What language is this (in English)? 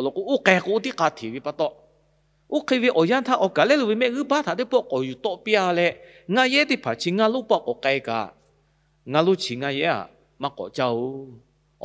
Lahu